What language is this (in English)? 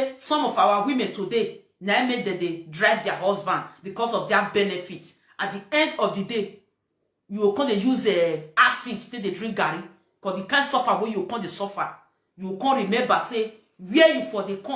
Nigerian Pidgin